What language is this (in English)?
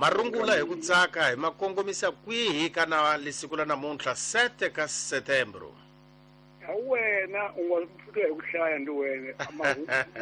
Tsonga